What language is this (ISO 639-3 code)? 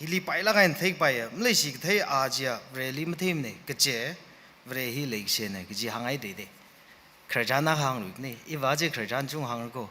nmf